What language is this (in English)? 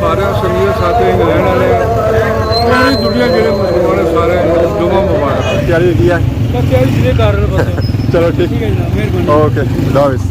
Pahari-Potwari